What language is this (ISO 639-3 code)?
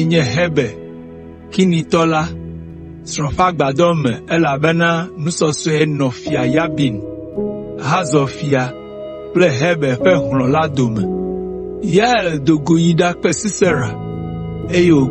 ewe